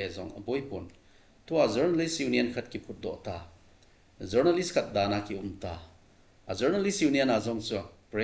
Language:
Thado Chin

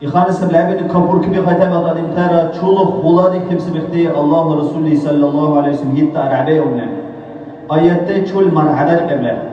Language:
Dargwa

